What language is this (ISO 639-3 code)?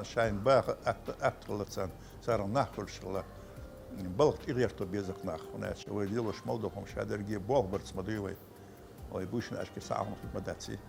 che